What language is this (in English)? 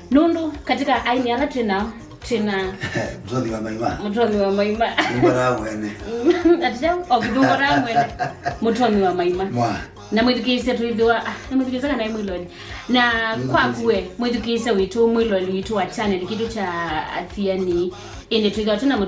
Kamba